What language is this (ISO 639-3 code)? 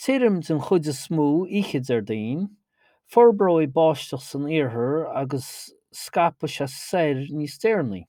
gle